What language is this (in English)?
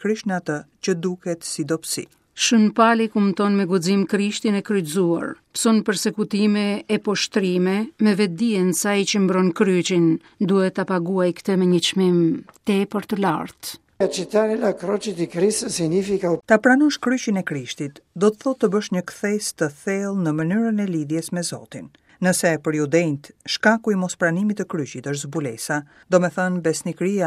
Albanian